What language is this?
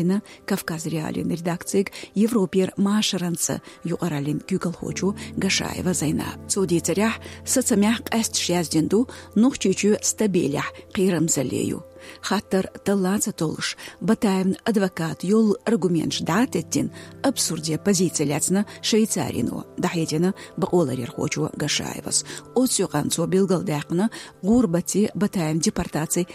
Chechen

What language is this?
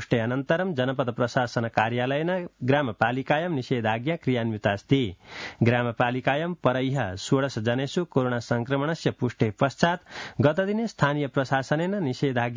Sanskrit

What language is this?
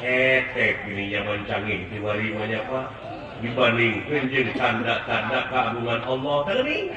Sundanese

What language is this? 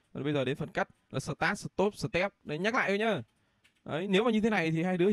Vietnamese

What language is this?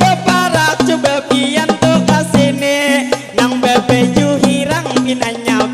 Banjar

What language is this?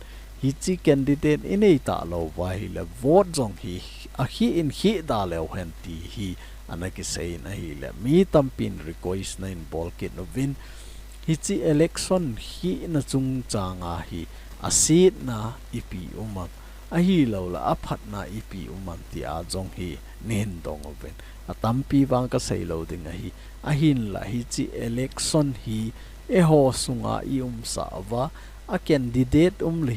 Thado Chin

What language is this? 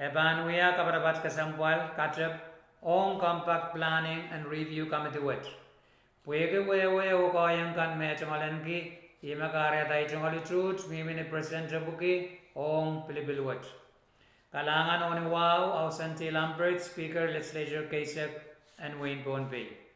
Pohnpeian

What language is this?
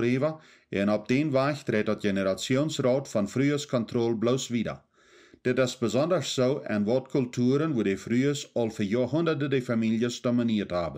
Plautdietsch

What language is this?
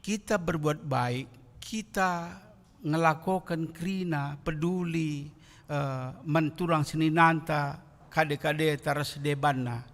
Batak Karo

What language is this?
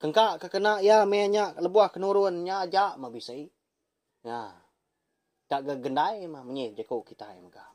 Iban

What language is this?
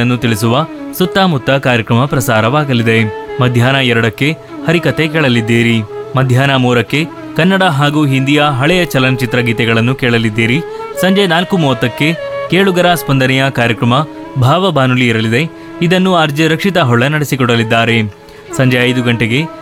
Kannada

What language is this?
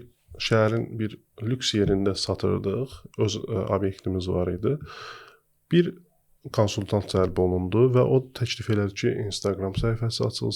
Azerbaijani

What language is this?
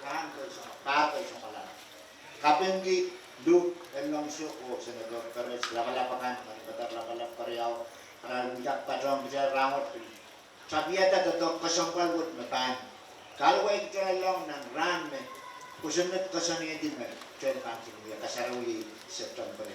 Pohnpeian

